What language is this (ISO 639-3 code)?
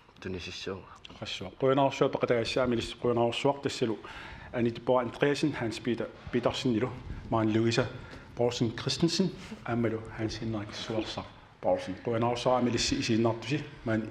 kal